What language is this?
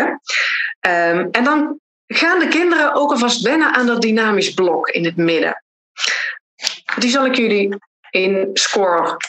Dutch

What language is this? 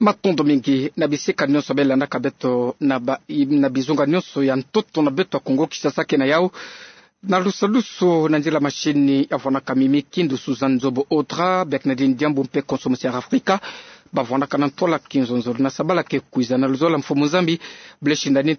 Kituba (Democratic Republic of Congo)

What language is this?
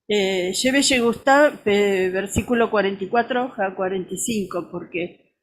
Guarani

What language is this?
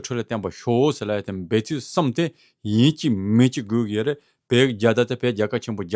Tibetan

